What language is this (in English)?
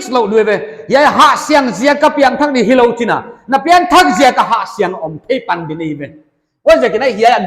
Paite Chin